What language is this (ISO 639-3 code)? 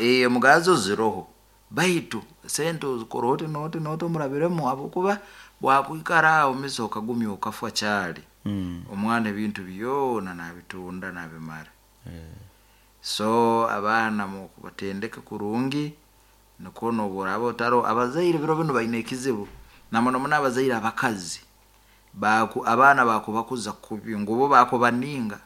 nyo